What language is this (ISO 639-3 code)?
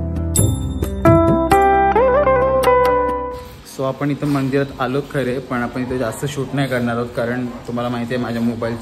mar